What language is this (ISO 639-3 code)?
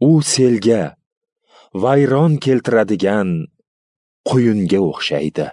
uzb